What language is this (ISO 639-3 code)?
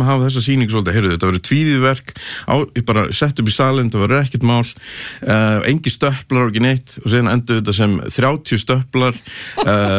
isl